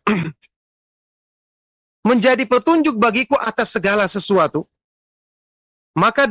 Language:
Indonesian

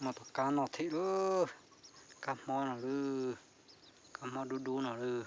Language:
Hmong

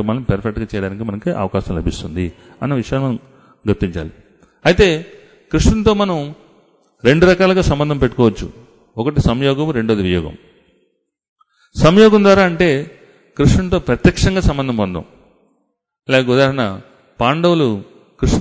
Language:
Telugu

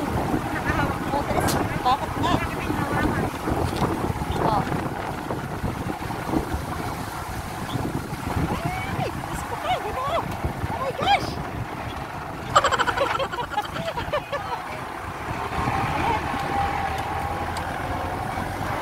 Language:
Filipino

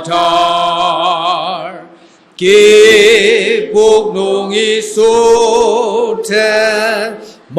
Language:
Ao Naga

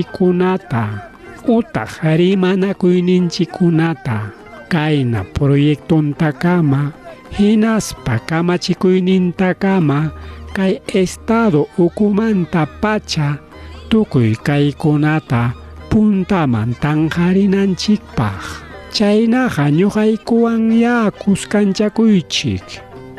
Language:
Ayacucho Quechua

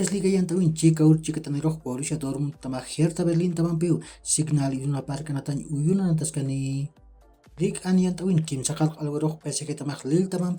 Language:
Aymara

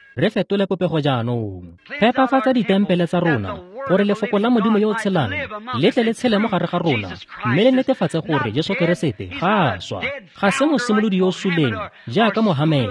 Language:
Tswana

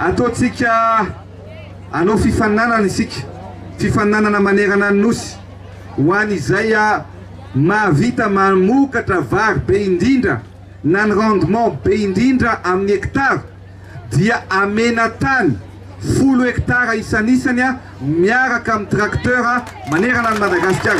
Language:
Malagasy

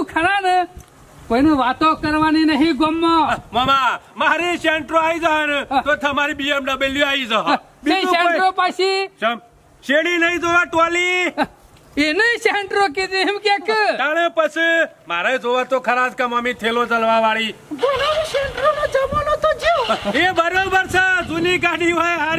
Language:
Gujarati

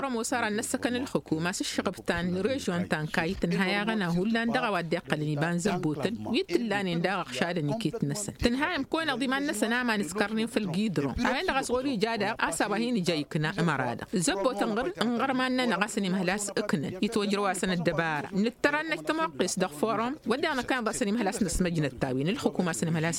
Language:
Tamasheq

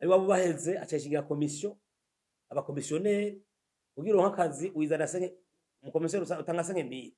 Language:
Rundi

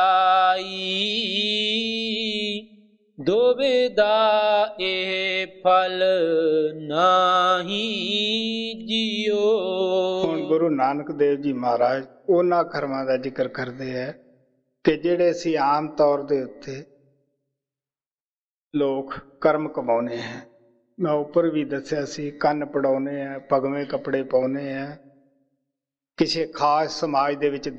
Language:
Punjabi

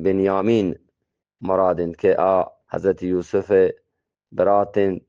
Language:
Eastern Balochi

